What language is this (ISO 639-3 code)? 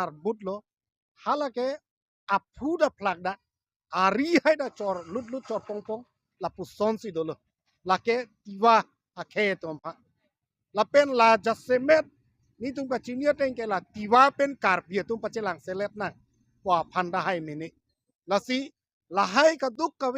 mjw